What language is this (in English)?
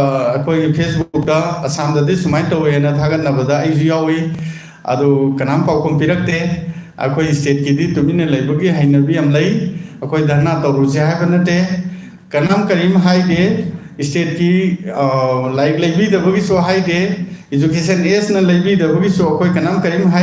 Manipuri